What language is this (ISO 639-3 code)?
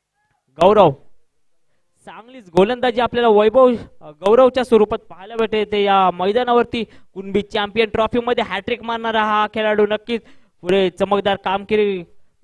mar